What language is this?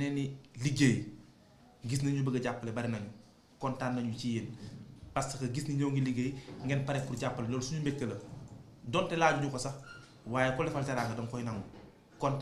Wolof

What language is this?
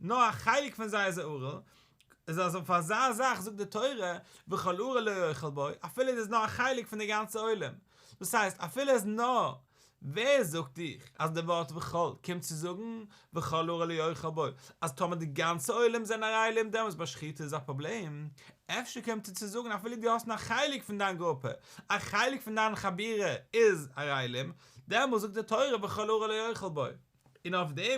Yiddish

